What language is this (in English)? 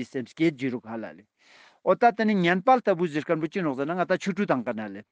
Ladakhi